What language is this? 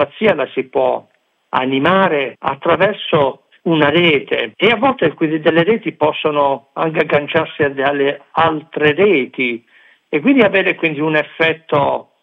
Italian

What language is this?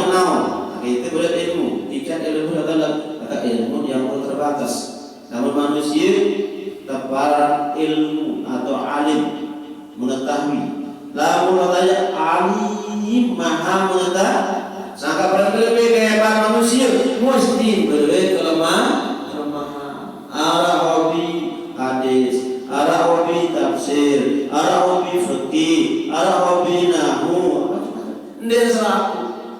Sasak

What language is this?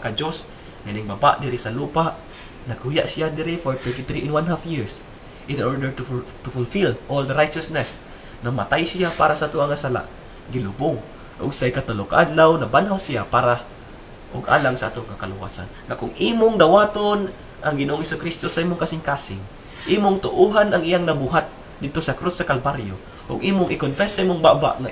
Cebuano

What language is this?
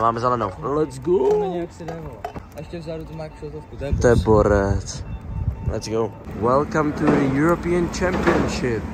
Czech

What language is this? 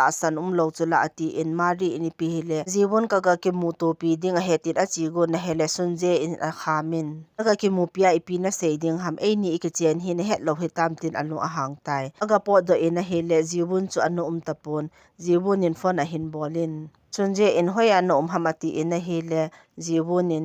Thado Chin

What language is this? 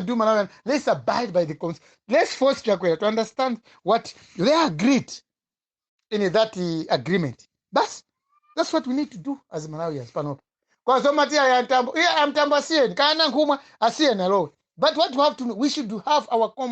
Nyanja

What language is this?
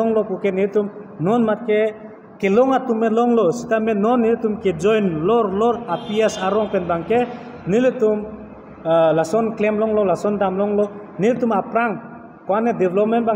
Karbi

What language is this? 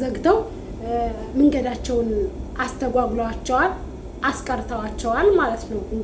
Amharic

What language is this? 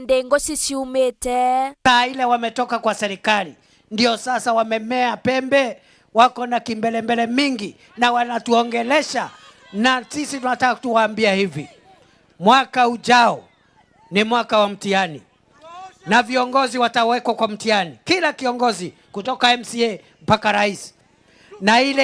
Meru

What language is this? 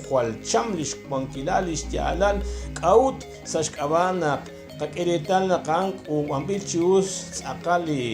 Kekchí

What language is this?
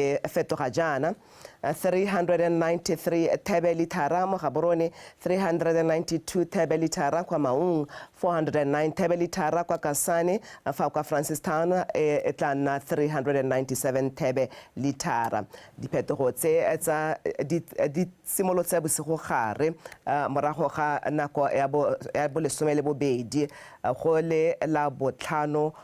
Tswana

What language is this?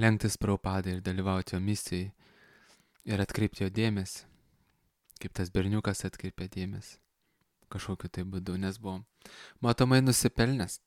Lithuanian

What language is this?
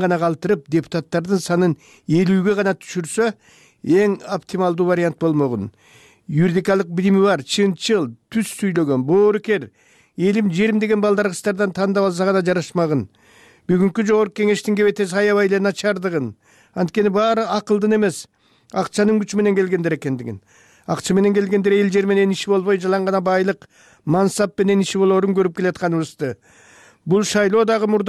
Kyrgyz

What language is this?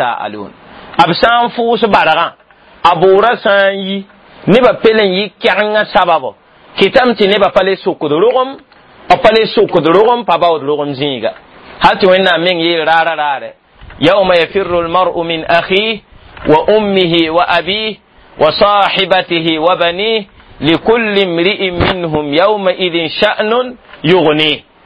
Mossi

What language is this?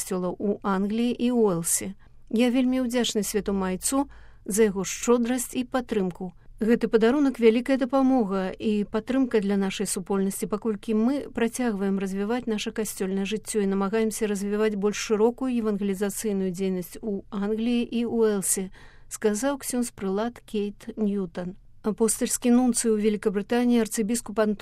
Belarusian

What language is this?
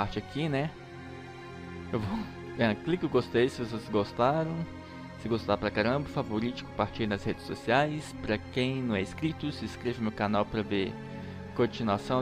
Portuguese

